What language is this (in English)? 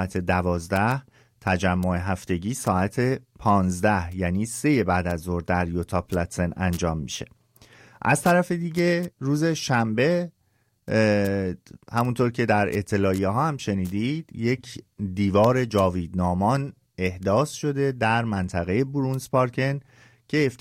Persian